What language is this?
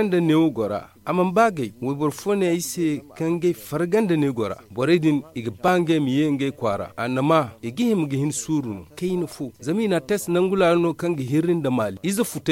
Zarma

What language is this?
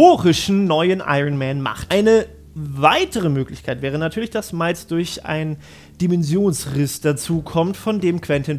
German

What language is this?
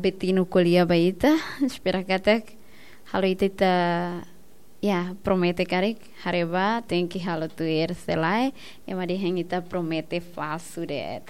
Tetum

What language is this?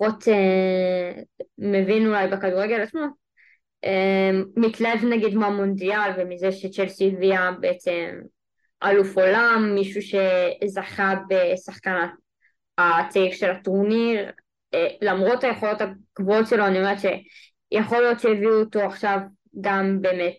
Hebrew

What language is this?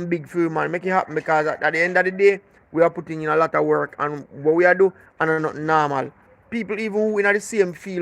Jamaican Creole English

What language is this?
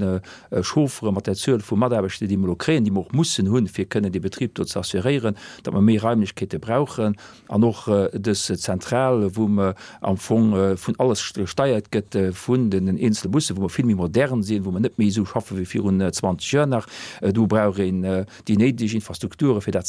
Luxembourgish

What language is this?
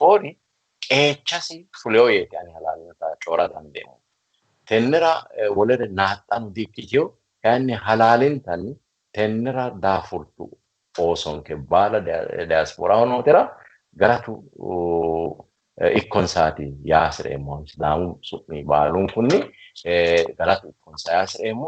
Sidamo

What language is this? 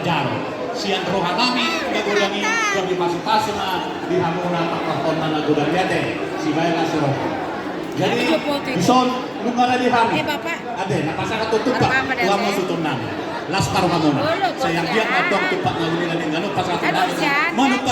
Batak Toba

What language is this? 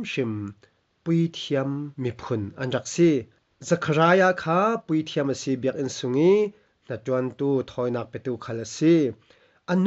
Falam Chin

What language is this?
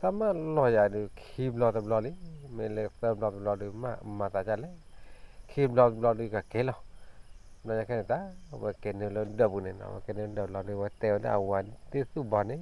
S'gaw Karen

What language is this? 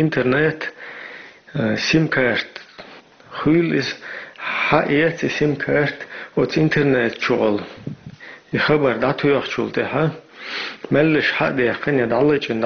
Chechen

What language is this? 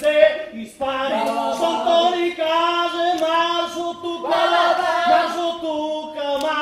Bulgarian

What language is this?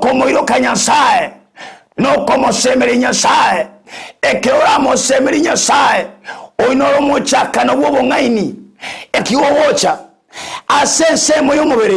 Gusii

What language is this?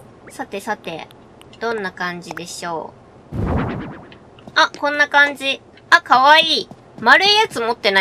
Japanese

